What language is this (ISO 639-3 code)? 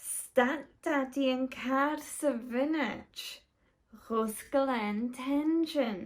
gla